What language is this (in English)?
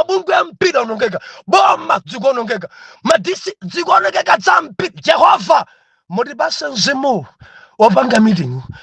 Nyanja